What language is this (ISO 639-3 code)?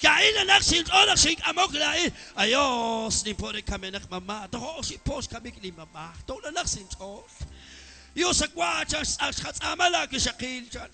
kek